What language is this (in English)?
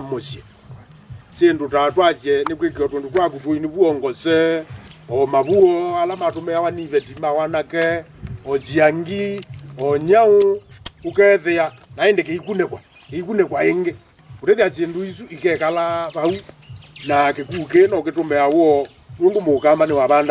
Kamba